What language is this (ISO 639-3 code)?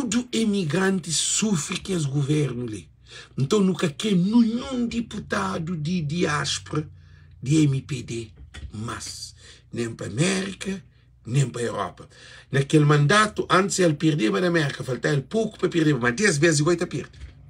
kea